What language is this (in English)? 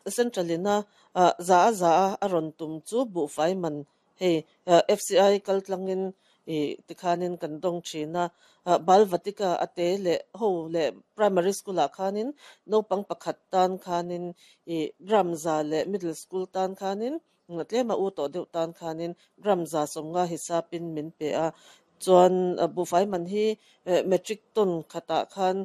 Mizo